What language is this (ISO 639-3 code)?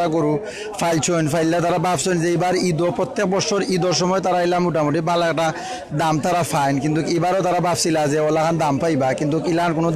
syl